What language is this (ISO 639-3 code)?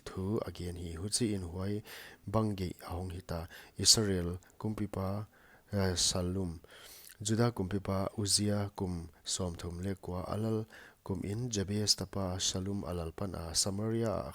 pck